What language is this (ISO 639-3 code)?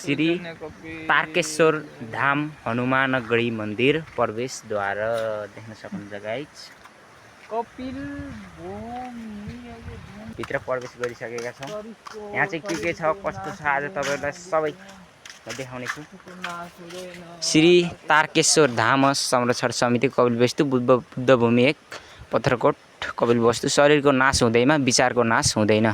nep